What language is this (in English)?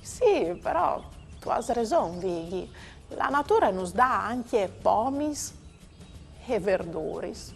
Friulian